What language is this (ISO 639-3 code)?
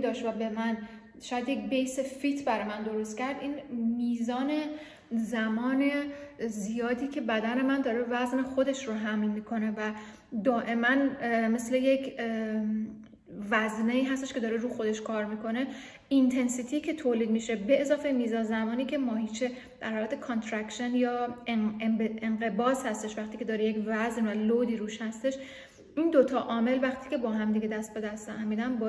fas